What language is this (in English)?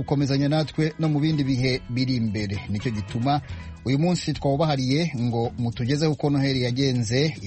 Kinyarwanda